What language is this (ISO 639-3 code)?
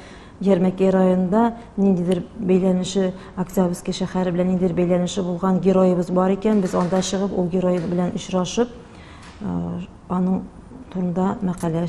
tat